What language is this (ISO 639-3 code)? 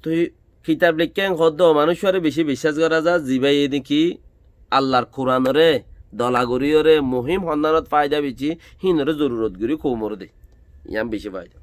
rhg